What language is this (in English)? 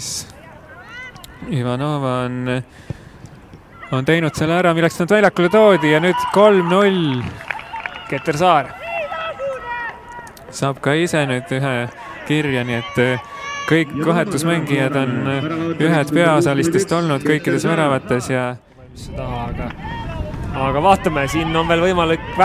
Estonian